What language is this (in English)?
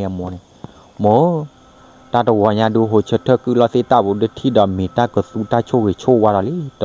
S'gaw Karen